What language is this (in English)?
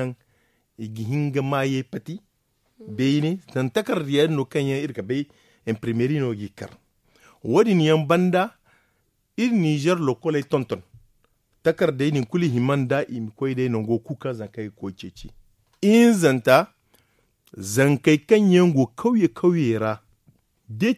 Zarma